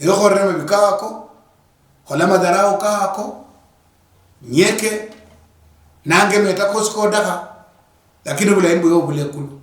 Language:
Luyia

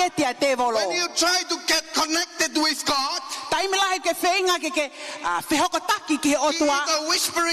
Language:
Tongan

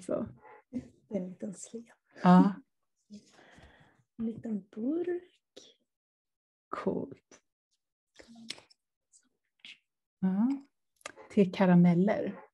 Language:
Swedish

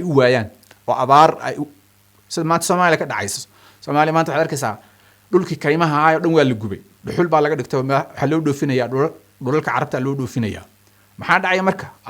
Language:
Somali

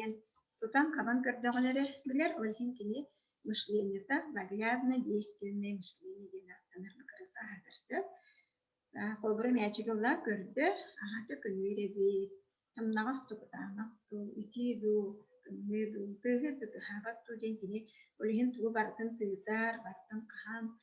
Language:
Yakut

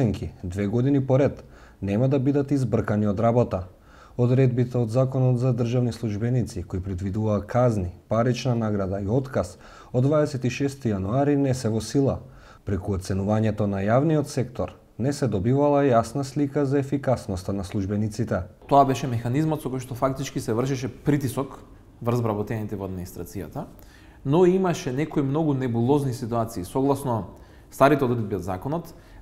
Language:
Macedonian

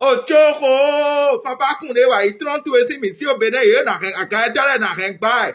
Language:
Fon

